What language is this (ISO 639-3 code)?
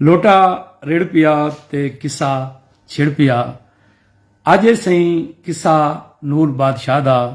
skr